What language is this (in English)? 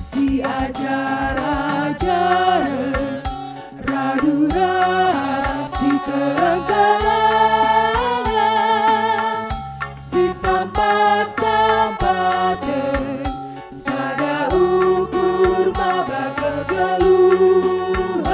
Batak Karo